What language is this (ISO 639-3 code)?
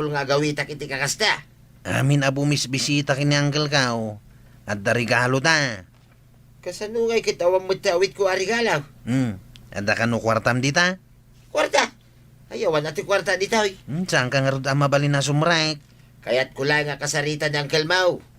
ilo